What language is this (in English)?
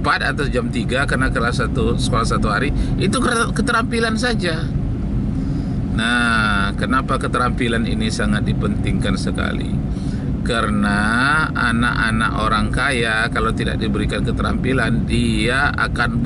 Indonesian